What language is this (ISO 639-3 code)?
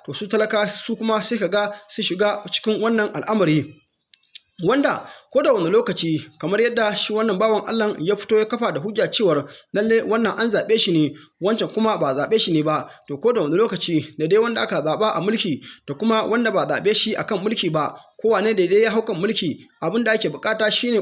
hau